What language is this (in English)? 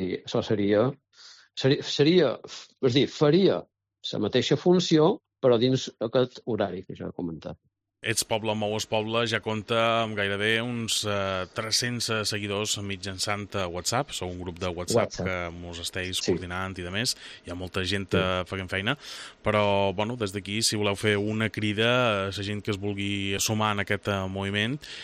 Catalan